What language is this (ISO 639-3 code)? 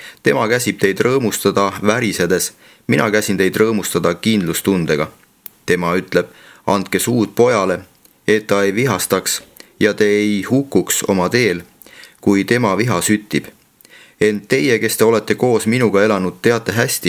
est